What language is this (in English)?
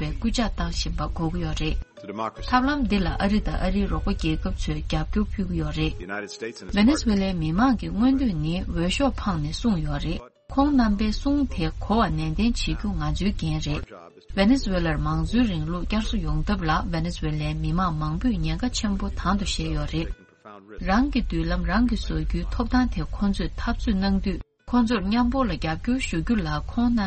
Tibetan